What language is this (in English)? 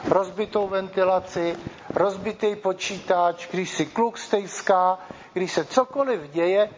Czech